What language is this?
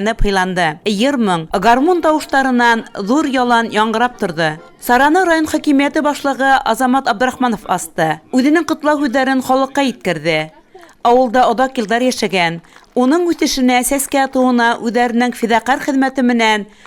Bashkir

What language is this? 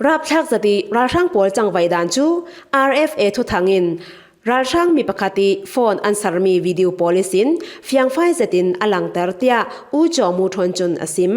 Falam Chin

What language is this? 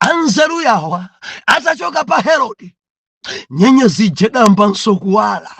Nyanja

